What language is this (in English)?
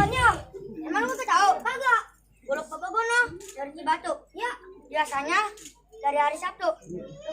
Betawi